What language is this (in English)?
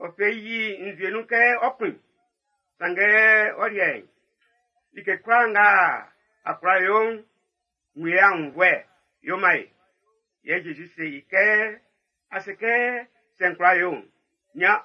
Baoulé